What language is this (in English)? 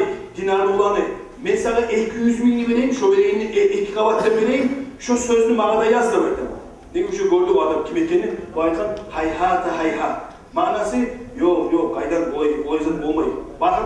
Kumyk